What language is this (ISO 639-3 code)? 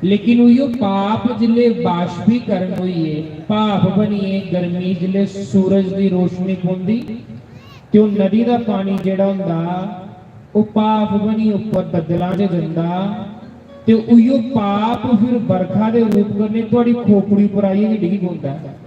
doi